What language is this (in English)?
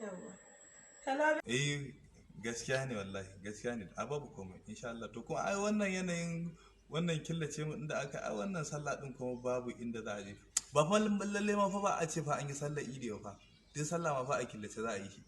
Hausa